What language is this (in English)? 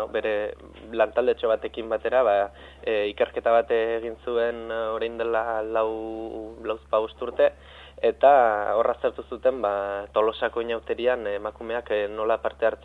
Basque